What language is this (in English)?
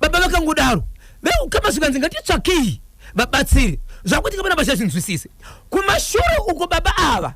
Shona